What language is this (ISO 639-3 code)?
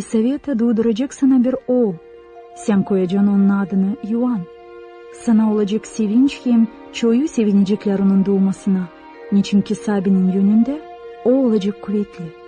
gag